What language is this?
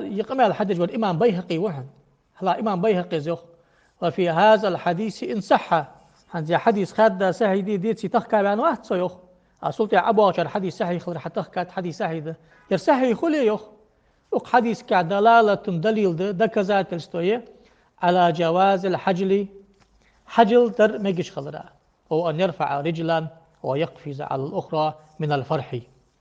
Ingush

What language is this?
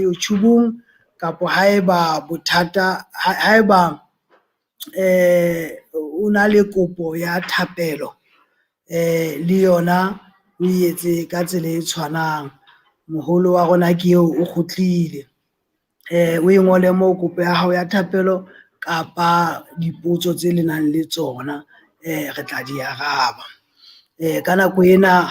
Southern Sotho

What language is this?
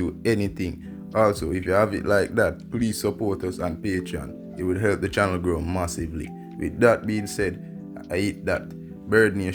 Jamaican Creole English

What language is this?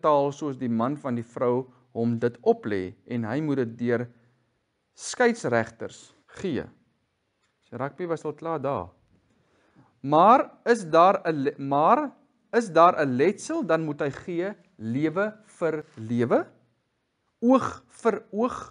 Afrikaans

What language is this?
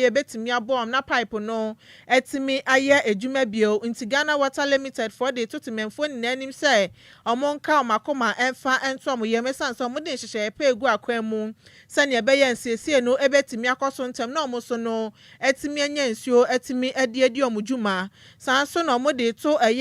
Akan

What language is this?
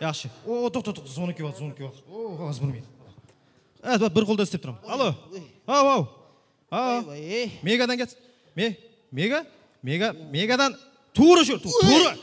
Kara-Kalpak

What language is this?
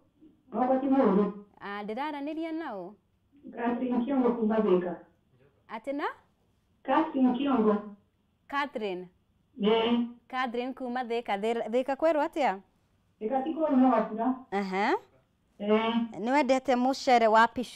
Kikuyu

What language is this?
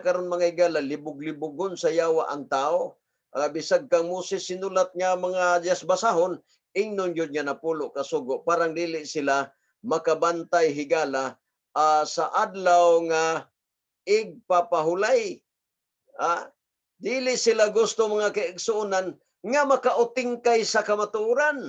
Cebuano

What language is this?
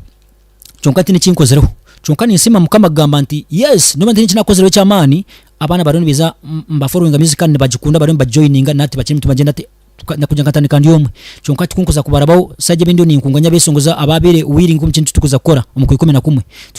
Nyankole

